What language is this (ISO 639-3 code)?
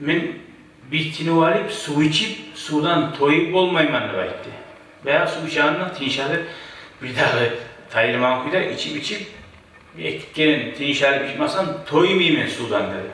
kum